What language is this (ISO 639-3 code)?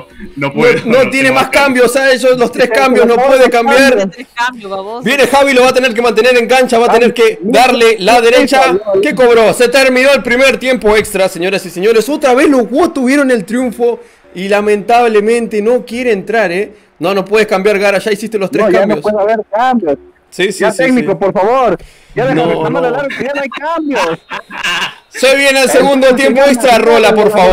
spa